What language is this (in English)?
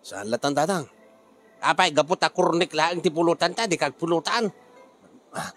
Iloko